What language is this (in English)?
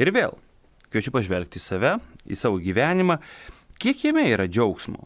Lithuanian